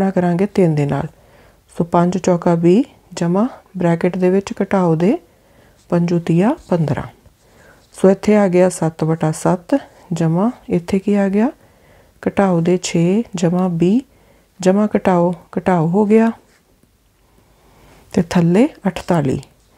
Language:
Punjabi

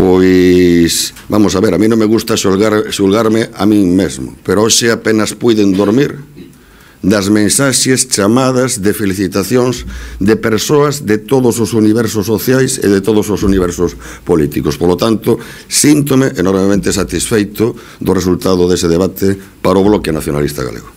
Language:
Galician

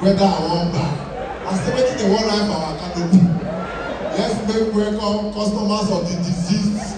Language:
Nigerian Pidgin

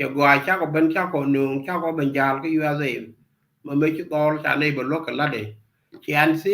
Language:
Nuer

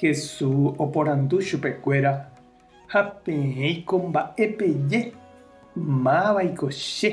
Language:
Guarani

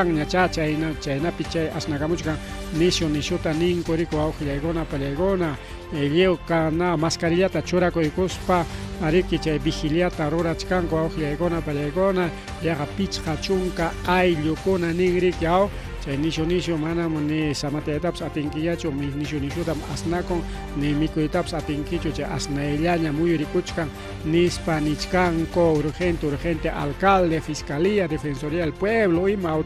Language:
Ayacucho Quechua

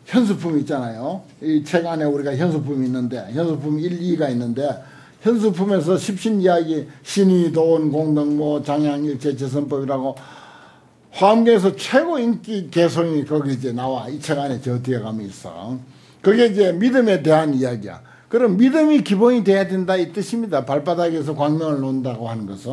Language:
Korean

